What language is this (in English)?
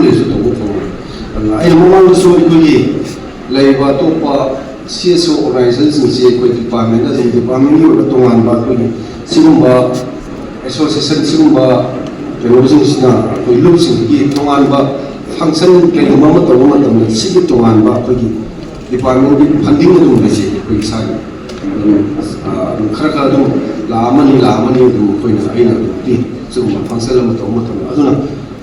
Manipuri